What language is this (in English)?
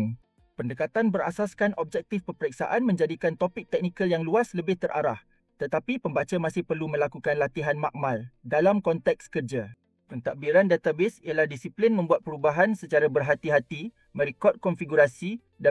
Malay